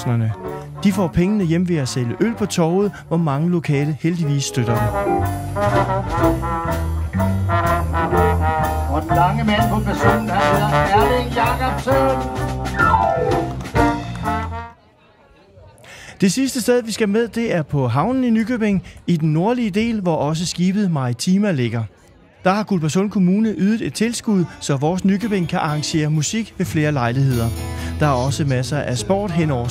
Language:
Danish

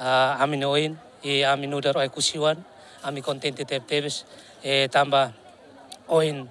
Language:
Tetum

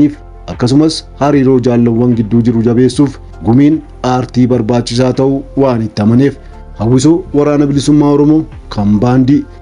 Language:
Oromo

